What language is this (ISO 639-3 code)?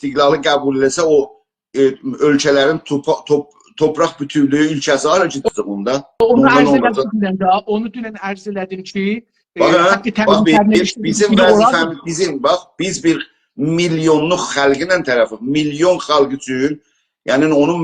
azb